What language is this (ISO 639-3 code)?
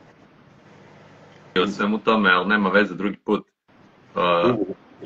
srp